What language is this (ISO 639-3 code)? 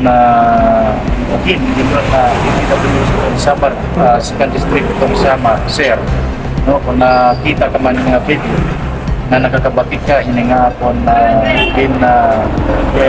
war